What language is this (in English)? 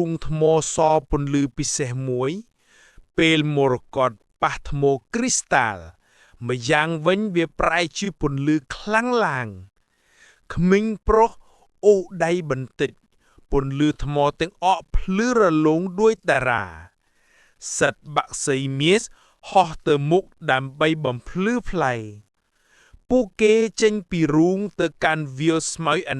Khmer